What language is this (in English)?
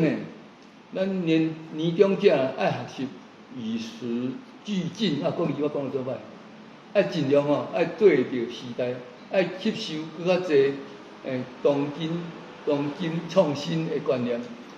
Min Nan Chinese